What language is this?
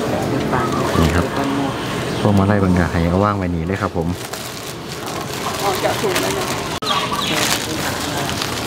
Thai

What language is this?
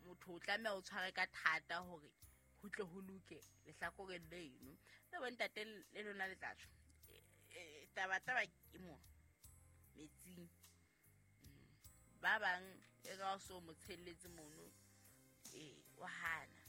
Southern Sotho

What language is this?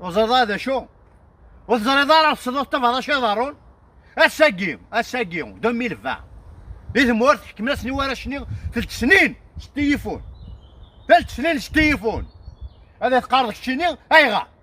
Kabyle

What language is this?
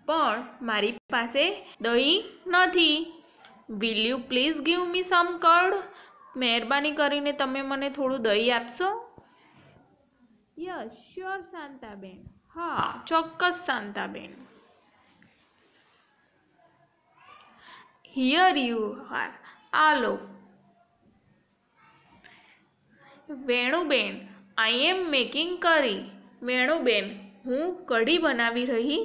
Gujarati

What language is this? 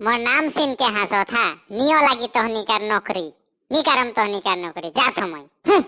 Sadri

